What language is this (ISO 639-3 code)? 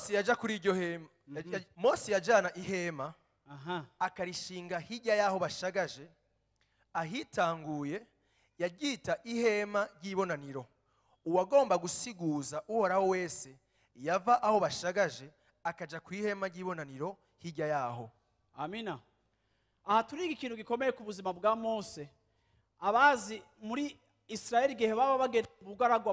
run